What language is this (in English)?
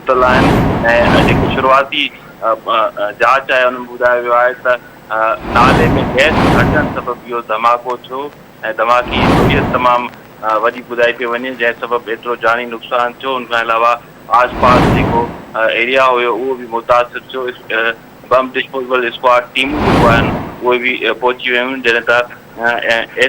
Sindhi